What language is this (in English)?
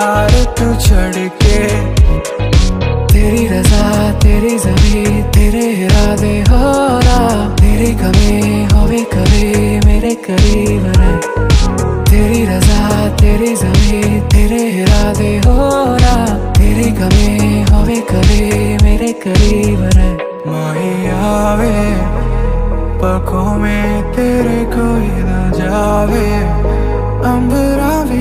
Hindi